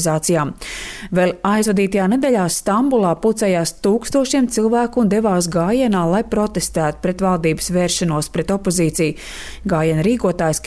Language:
Latvian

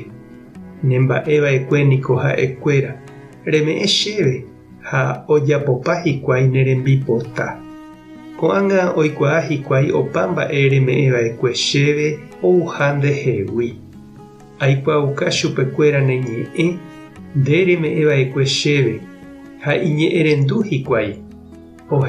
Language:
Guarani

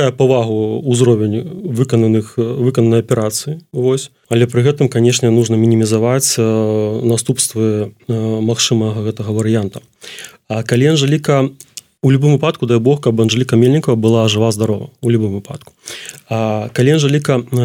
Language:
Belarusian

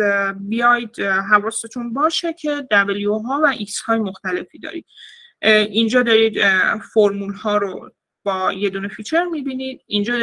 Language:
Persian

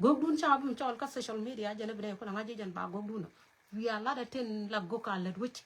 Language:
Nuer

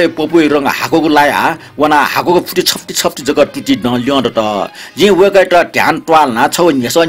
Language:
Newari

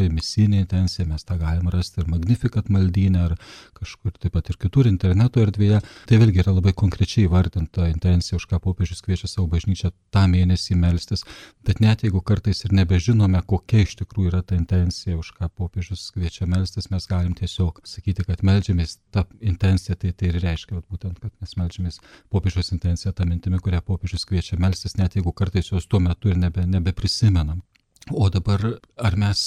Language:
Lithuanian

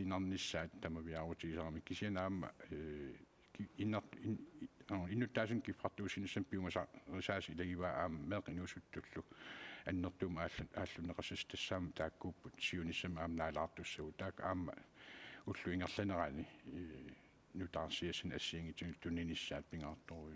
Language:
Kalaallisut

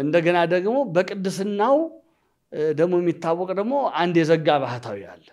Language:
Amharic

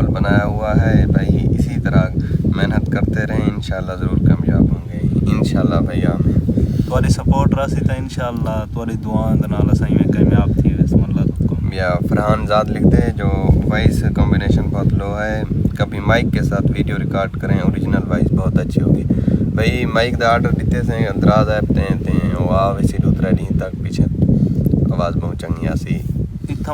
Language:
Saraiki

